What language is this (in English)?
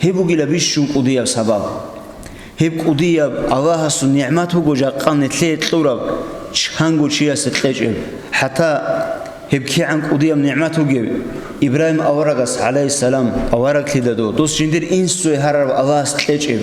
Avaric